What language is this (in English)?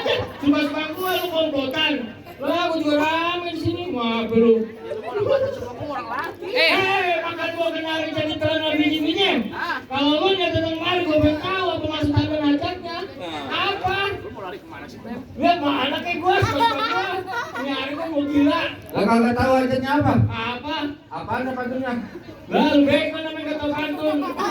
Betawi